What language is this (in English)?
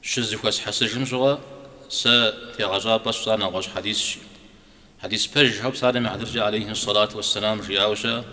Kabardian